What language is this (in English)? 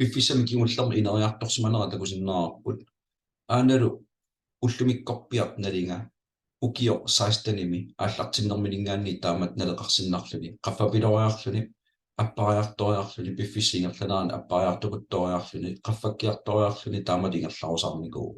Kalaallisut